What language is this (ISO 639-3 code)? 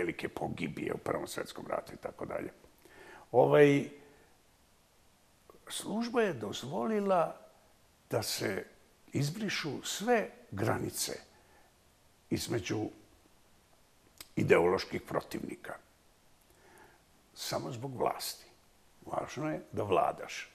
bos